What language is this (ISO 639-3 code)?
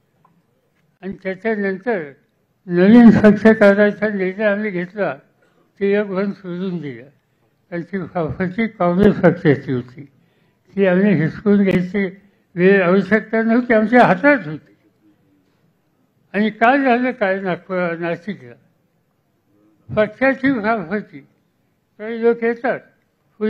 mar